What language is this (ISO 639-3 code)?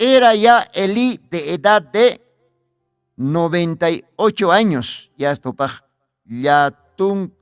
aym